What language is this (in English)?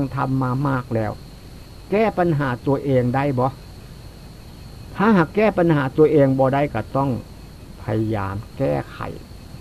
Northeastern Thai